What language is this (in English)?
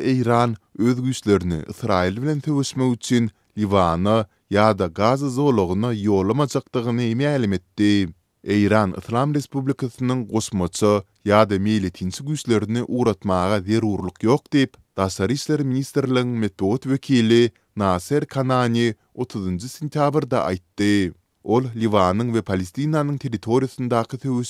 Turkmen